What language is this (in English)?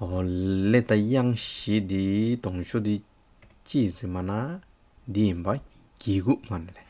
Hyolmo